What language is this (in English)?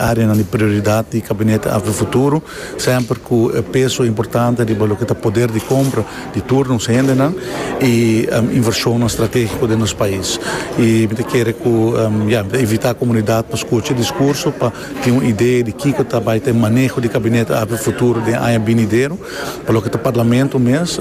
Papiamento